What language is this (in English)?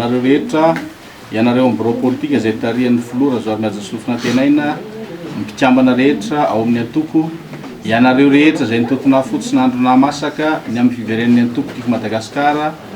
Malagasy